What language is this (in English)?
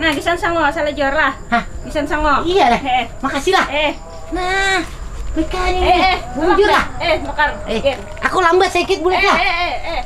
Banjar